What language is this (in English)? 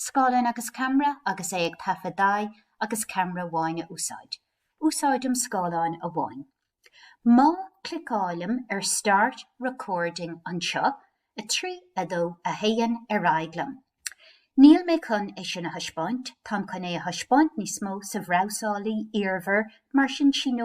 Irish